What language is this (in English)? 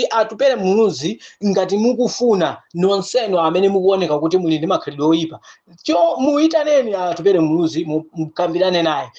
Nyanja